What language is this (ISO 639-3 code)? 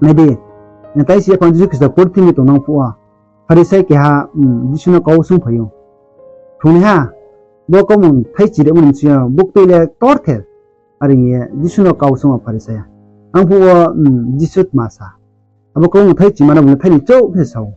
ria